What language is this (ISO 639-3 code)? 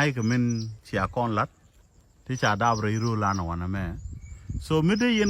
nus